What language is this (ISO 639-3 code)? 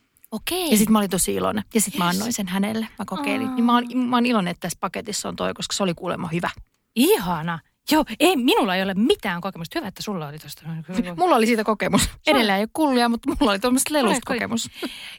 fin